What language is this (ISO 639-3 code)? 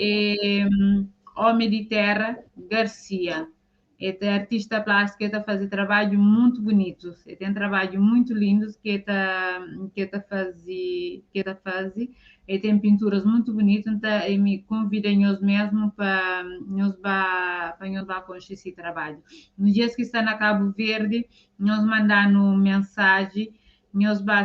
kea